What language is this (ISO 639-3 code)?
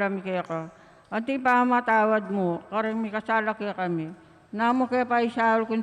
pam